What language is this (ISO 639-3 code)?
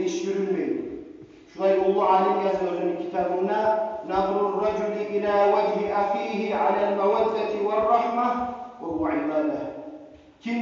kum